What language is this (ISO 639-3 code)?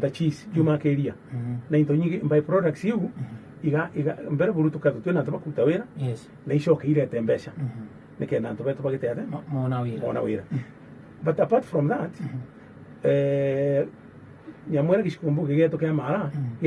mer